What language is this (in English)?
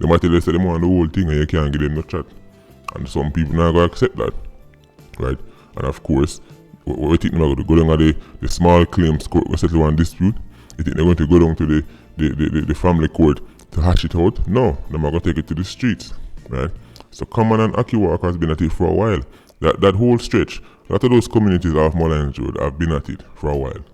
Jamaican Creole English